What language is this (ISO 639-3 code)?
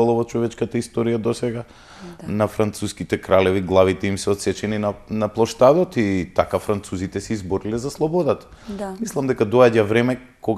mkd